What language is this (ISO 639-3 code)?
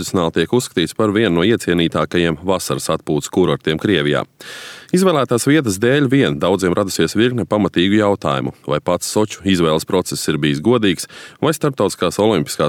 lav